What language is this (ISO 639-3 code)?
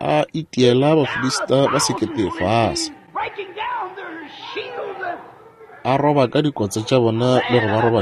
nso